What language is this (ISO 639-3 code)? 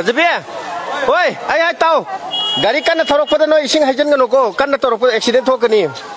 mni